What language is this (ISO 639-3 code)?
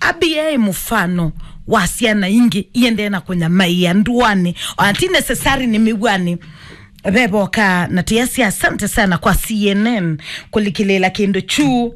kam